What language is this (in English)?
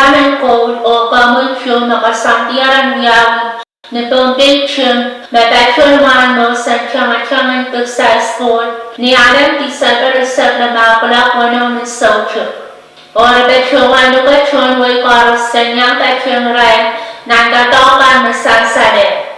Pohnpeian